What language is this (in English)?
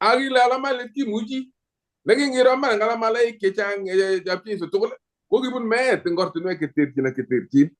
Kalenjin